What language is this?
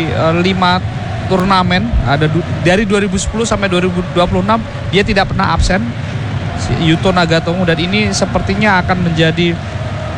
Indonesian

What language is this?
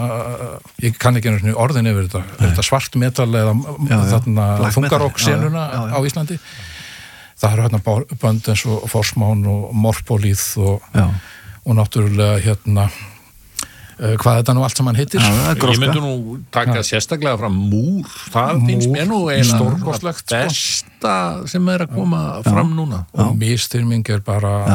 Icelandic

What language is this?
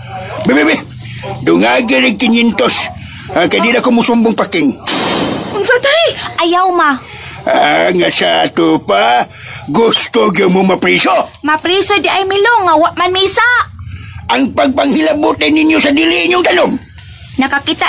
Cebuano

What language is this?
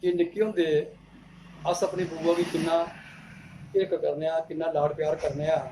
Dogri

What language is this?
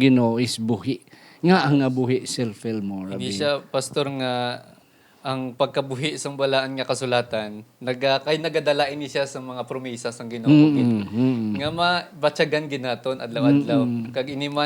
Hiligaynon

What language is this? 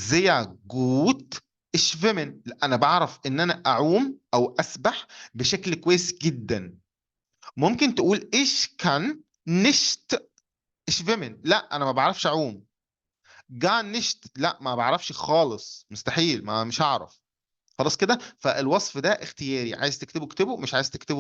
Egyptian Arabic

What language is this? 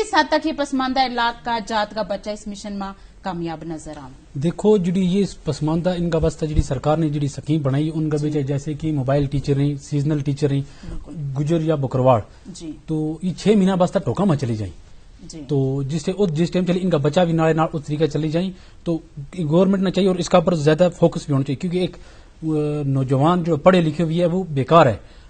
Gujari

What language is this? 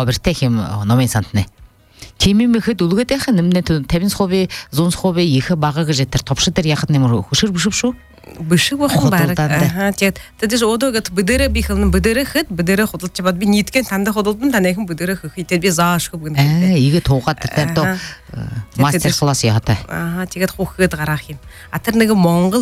Buriat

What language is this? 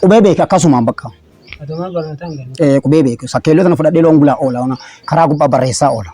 Oromo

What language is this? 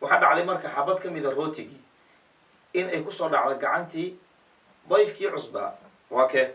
Somali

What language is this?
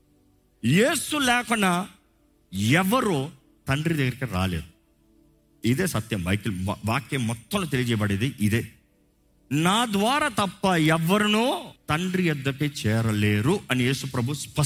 Telugu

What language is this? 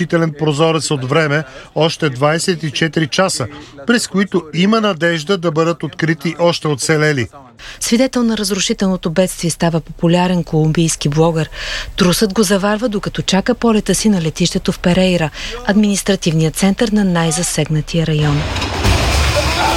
Bulgarian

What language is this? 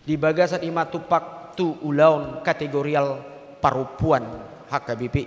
Batak Toba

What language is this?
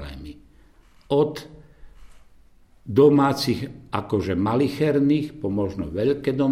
Slovak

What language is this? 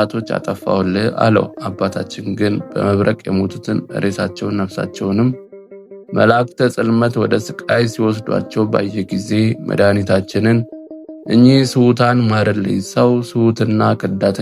Amharic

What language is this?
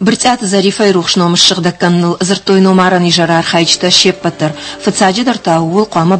Ossetic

